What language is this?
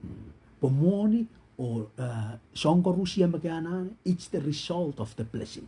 Pohnpeian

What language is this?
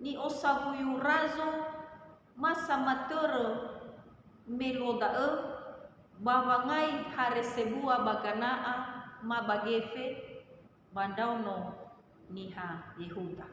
Nias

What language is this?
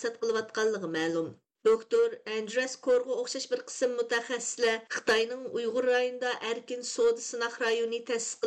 Uyghur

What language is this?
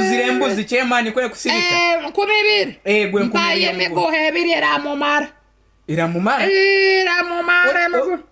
Nyoro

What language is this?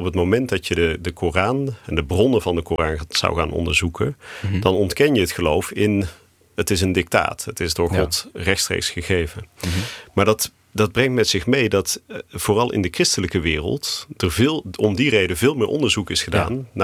Dutch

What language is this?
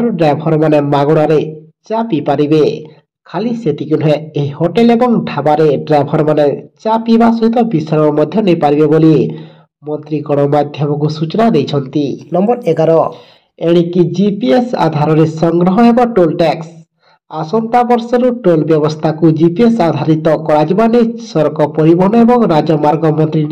Odia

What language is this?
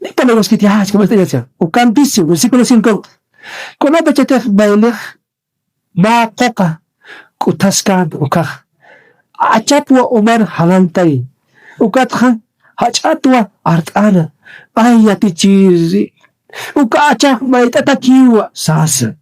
Aymara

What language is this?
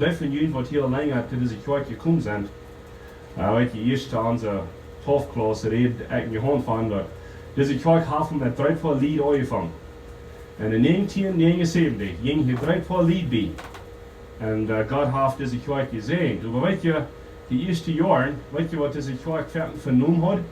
Plautdietsch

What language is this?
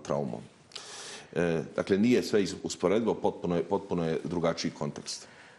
Bosnian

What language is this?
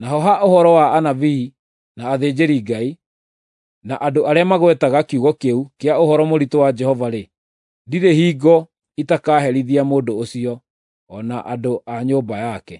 Kikuyu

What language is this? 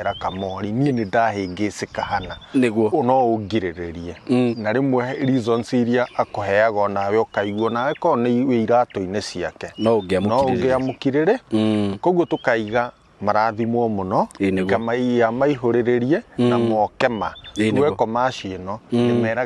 Kikuyu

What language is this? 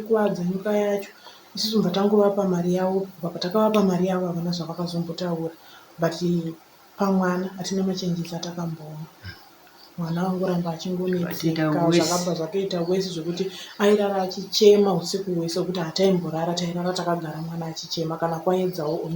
Shona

